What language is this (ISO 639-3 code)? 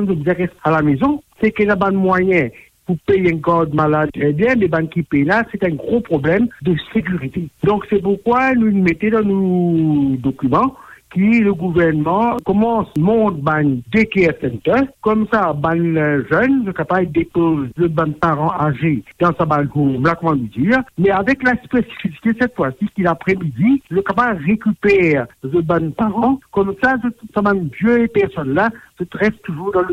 mfe